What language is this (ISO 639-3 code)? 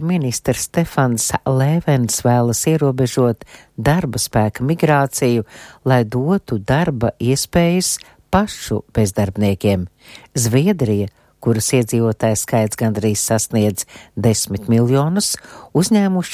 lav